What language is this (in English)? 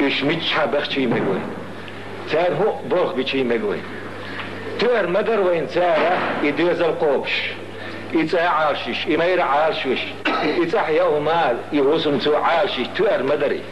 Chechen